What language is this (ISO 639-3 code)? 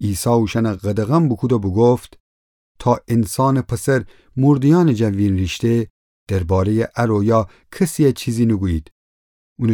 glk